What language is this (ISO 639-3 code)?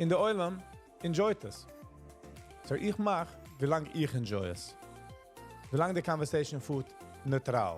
yid